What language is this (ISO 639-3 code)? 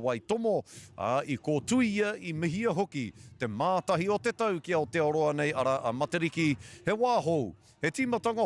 mri